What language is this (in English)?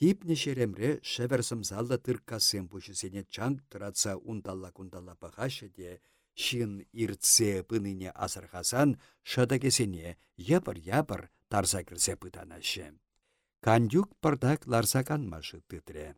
Chuvash